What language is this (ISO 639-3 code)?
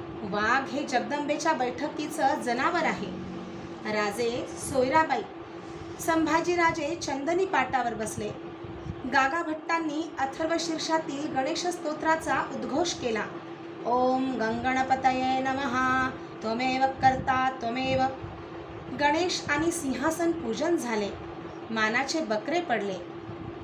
mar